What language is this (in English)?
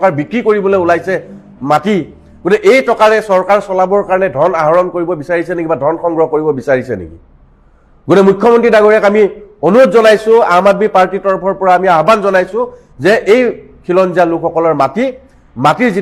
Assamese